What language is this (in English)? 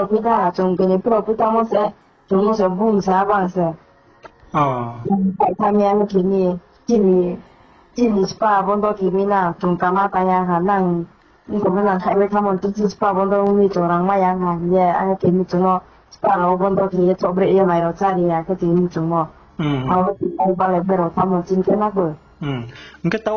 Riang (India)